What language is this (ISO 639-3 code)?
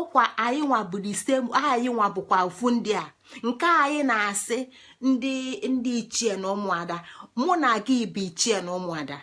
ibo